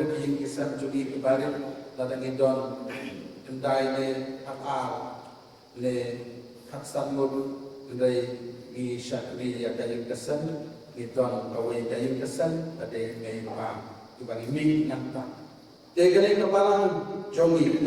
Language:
Khasi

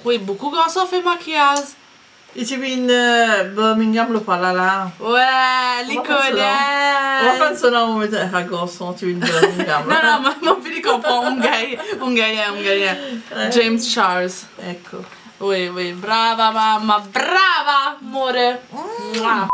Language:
Morisyen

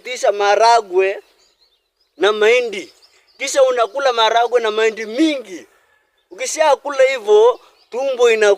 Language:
Swahili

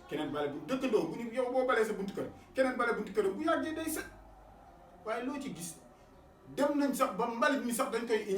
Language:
Wolof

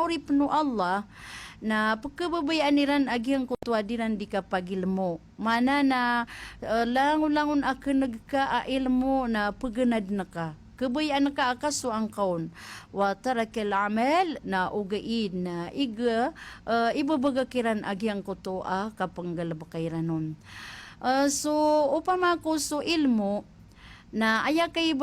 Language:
Maranao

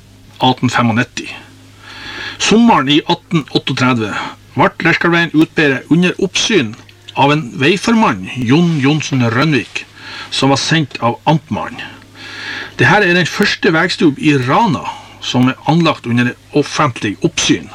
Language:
Norwegian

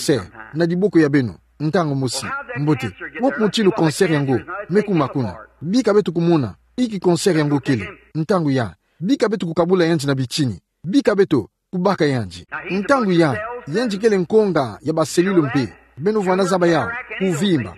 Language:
Kituba (Democratic Republic of Congo)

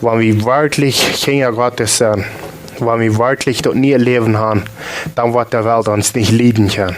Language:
Plautdietsch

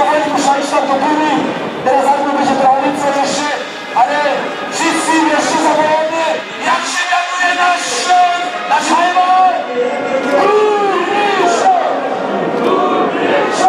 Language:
Silesian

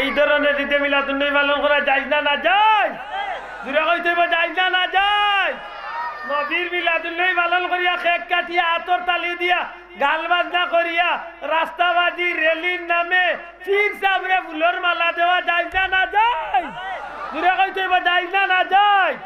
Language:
Sylheti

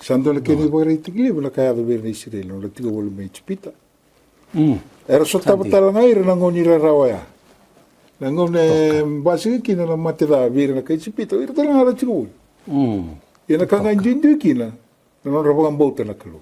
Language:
Fijian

